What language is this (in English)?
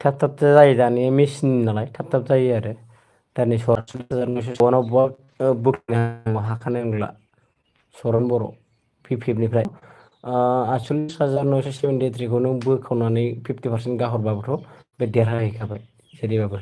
Bodo